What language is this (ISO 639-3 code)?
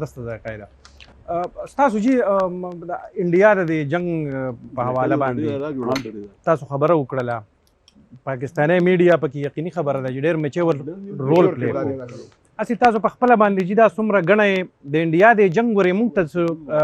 pus